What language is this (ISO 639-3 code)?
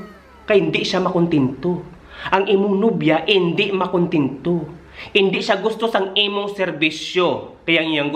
hil